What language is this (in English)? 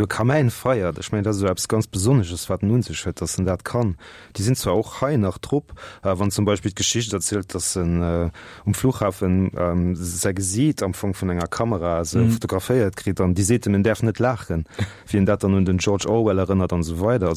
Luxembourgish